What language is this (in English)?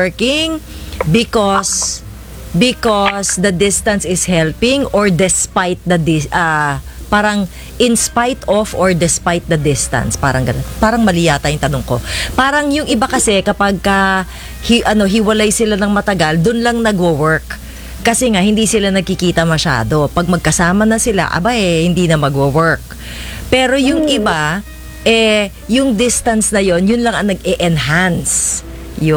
Filipino